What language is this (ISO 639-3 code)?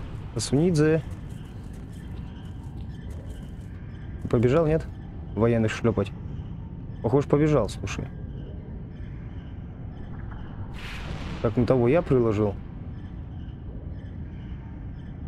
rus